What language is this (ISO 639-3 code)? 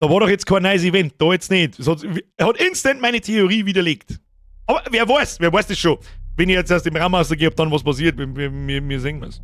bar